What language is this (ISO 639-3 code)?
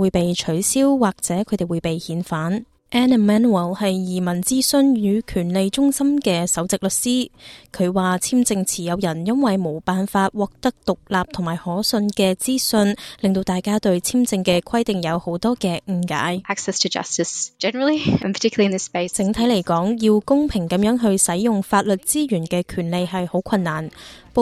yue